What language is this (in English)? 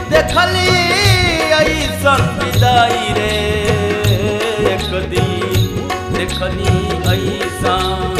Bhojpuri